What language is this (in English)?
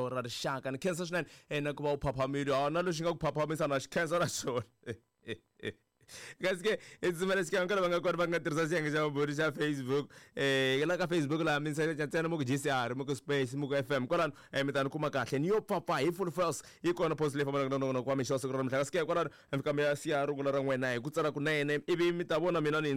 Tsonga